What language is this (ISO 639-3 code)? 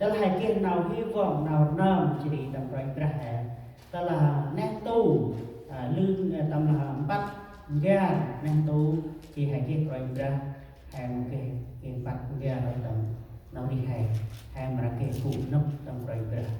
cmo